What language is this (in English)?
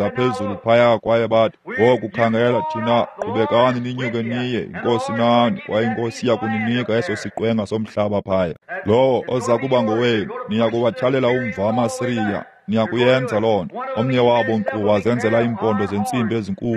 Xhosa